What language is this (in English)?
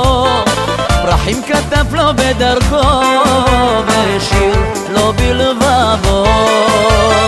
Hebrew